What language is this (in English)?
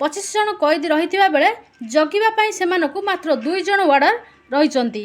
Odia